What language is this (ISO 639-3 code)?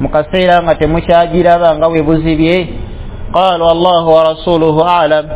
lug